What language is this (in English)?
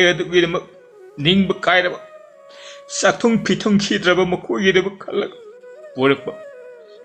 Manipuri